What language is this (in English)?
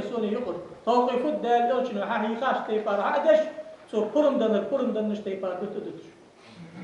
Ingush